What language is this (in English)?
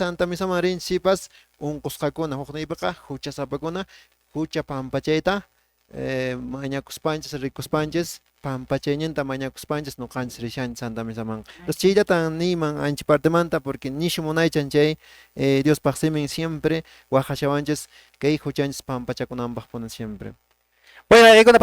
Quechua